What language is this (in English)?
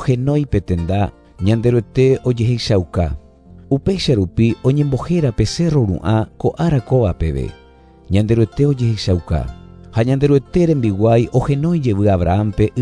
Guarani